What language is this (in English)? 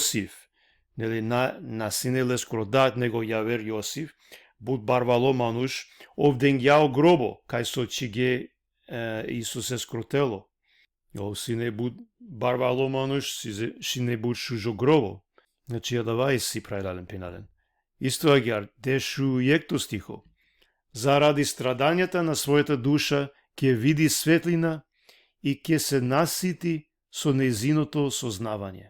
Balkan Romani